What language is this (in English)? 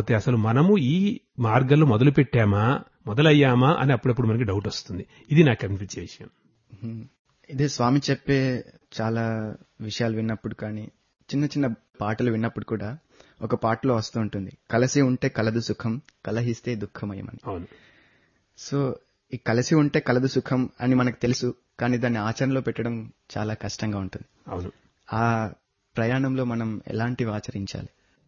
Telugu